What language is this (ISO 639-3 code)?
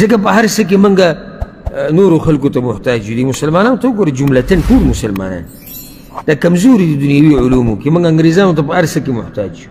pus